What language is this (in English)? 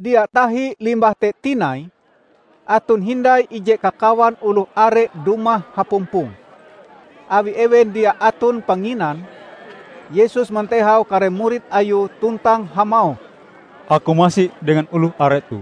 Ngaju